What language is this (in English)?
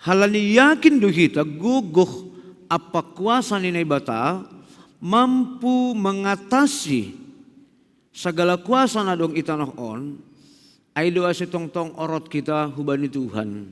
Batak Simalungun